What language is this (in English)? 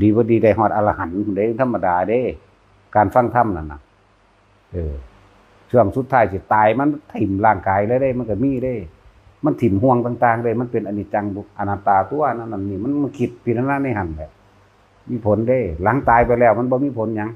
Northeastern Thai